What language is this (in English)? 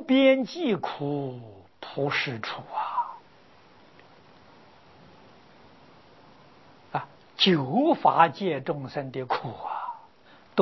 Chinese